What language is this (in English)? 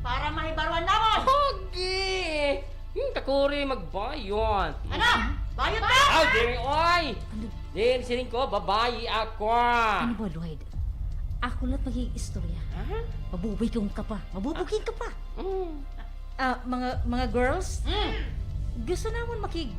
Waray